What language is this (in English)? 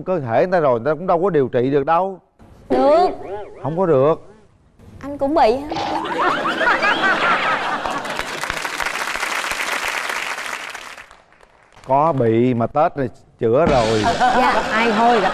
Vietnamese